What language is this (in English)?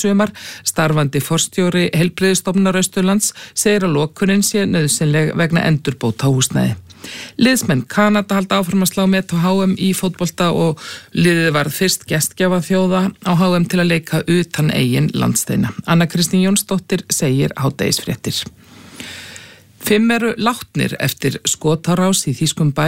Icelandic